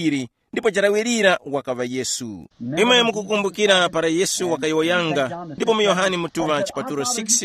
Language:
Tumbuka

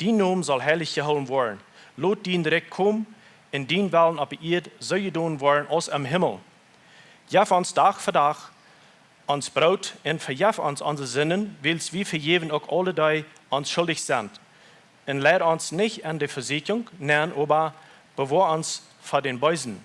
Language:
Plautdietsch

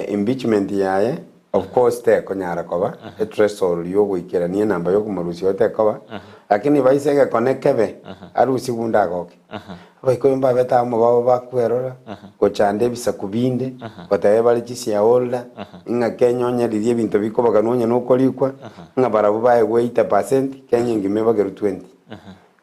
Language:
Gusii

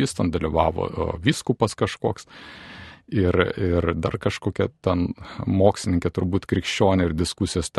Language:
Lithuanian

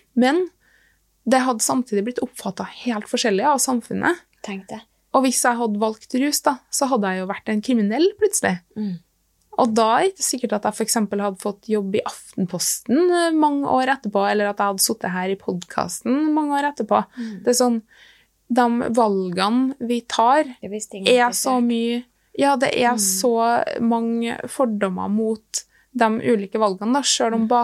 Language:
Norwegian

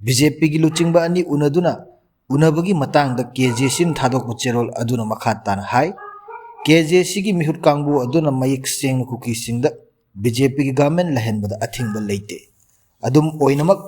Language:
Manipuri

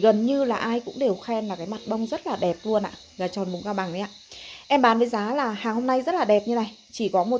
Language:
Vietnamese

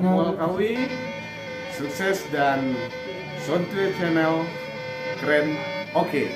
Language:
Minangkabau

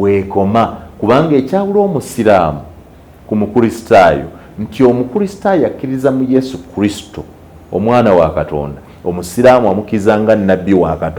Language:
Ganda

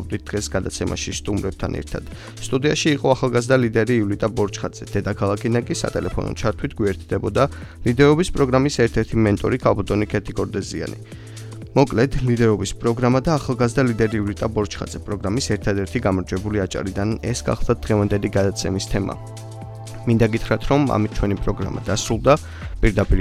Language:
Georgian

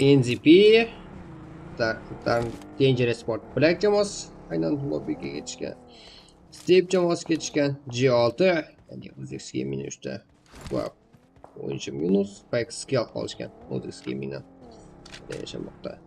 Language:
Kara-Kalpak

